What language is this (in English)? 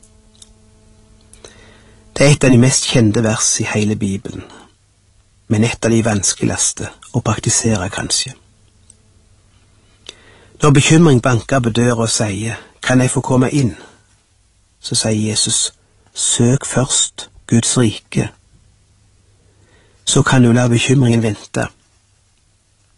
Norwegian